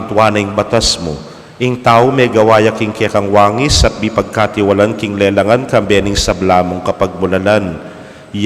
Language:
Pampanga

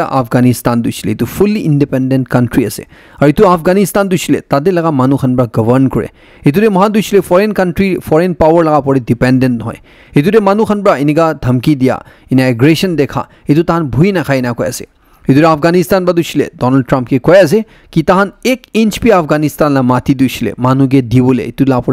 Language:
Naga Pidgin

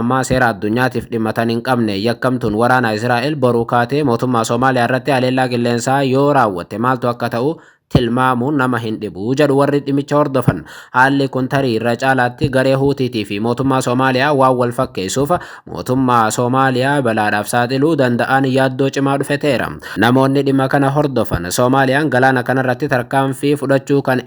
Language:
Oromo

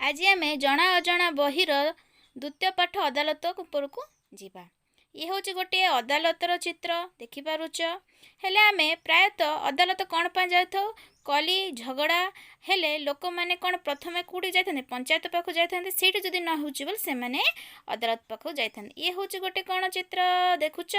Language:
Odia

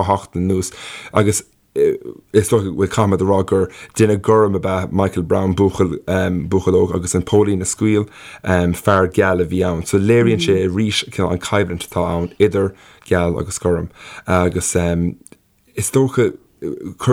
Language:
Irish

